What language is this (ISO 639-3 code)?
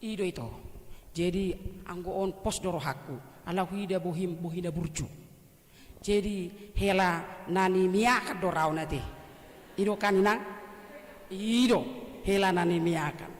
bbc